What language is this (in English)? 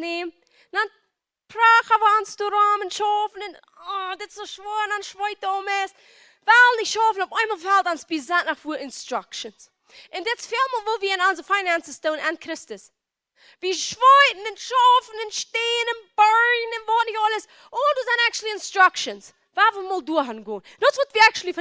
Plautdietsch